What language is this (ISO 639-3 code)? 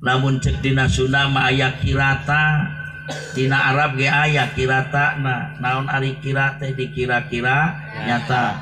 sun